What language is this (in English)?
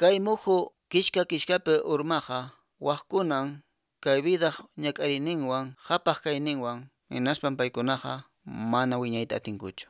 Quechua